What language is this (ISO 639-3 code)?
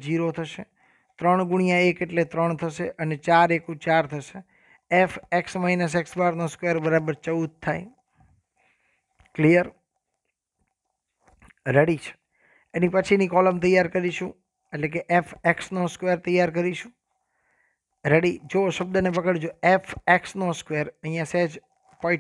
guj